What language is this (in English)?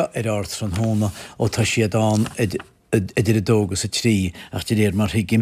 Irish